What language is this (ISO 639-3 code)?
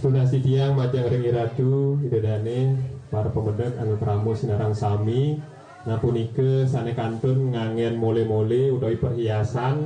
ban